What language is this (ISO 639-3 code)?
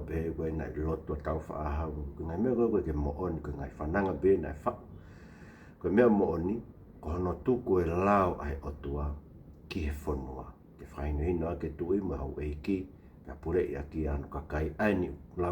ton